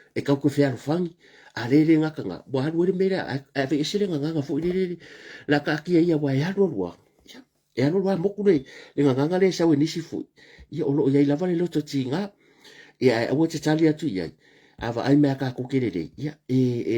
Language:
Samoan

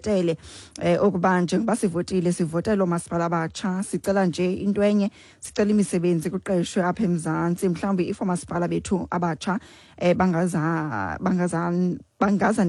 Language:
Xhosa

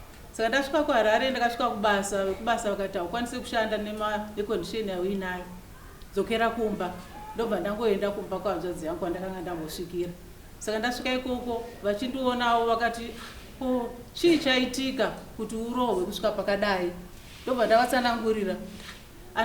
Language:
Shona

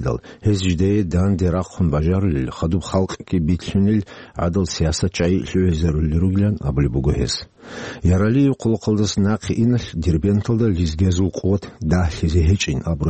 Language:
Avaric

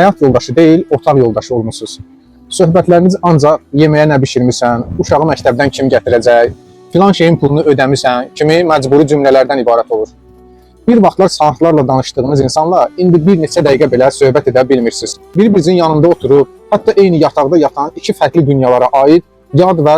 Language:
Azerbaijani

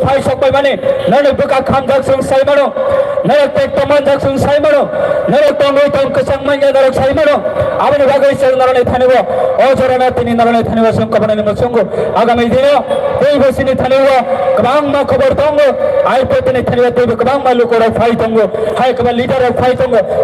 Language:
Kok Borok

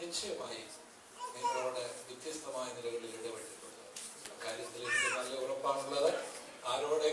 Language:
Malayalam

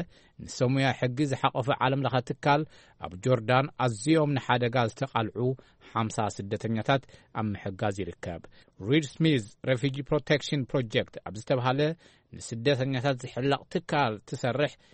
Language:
Tigrinya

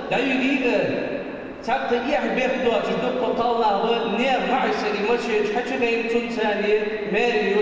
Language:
Ingush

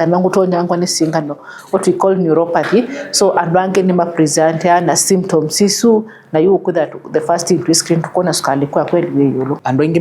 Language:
Kamba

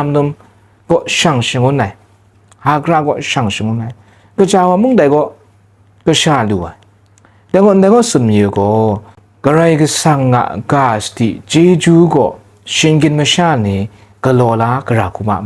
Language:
Kachin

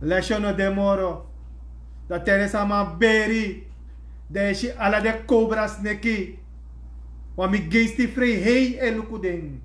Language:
Sranan Tongo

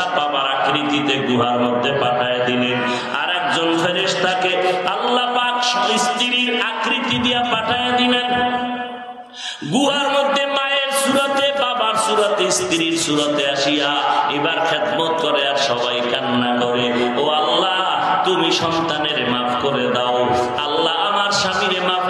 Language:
Bangla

